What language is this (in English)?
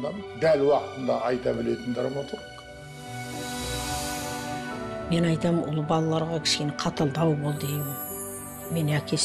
Kazakh